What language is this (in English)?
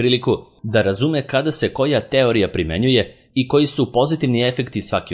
Serbian